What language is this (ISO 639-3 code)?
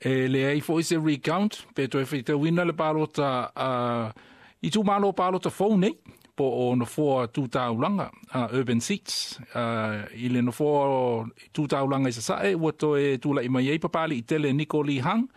smo